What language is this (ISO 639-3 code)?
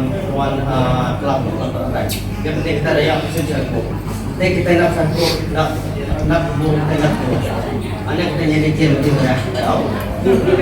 iba